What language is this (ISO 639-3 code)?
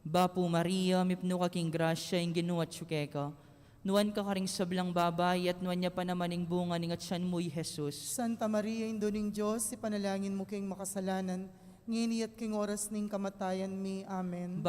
pam